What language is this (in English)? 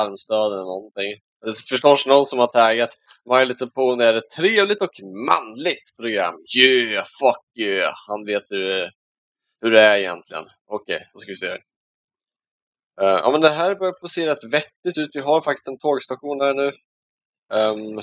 Swedish